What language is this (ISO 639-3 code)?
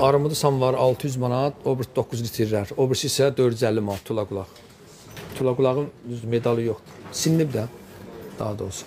aze